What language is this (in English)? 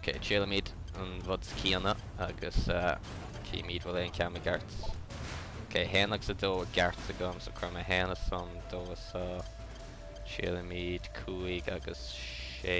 Irish